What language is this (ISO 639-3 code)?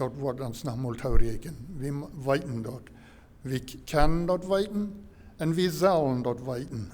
pdt